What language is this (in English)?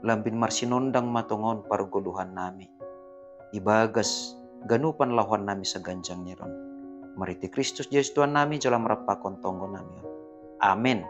Batak Simalungun